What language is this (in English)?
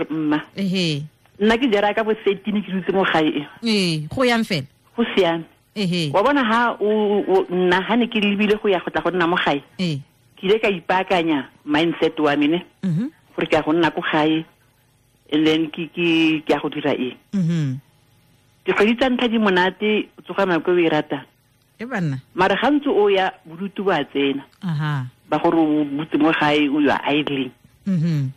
Tswana